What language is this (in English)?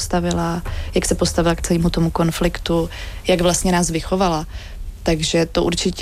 Czech